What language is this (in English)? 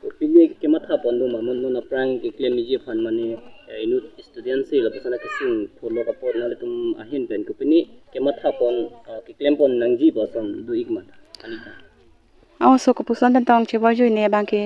Karbi